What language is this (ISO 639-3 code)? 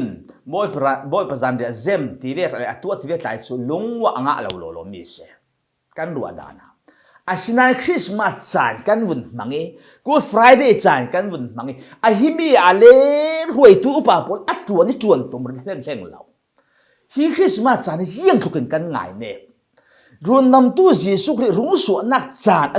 cfm